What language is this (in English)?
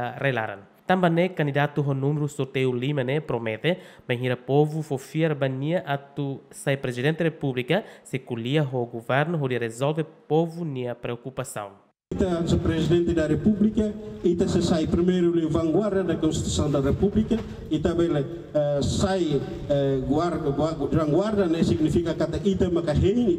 Tetum